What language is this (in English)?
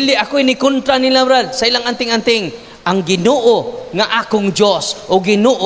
Cebuano